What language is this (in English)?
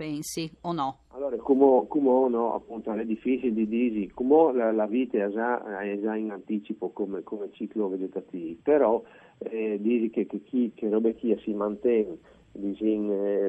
Friulian